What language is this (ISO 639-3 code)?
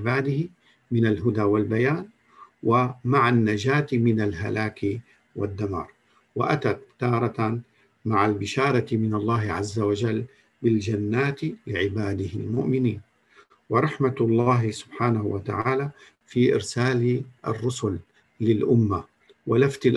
ara